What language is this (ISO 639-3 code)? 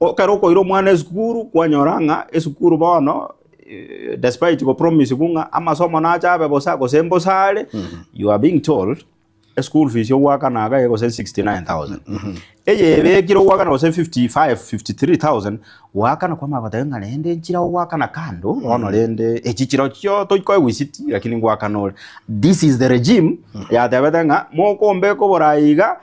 guz